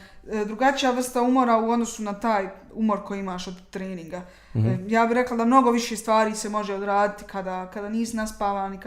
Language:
Bosnian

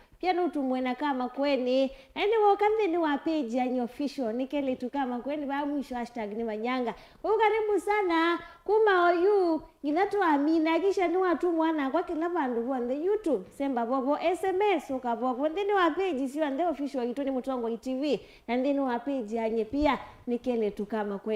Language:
Kamba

